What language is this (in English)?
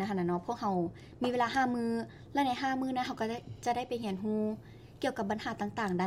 Lao